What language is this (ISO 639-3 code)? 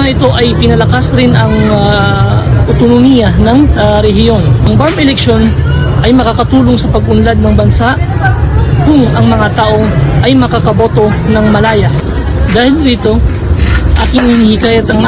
fil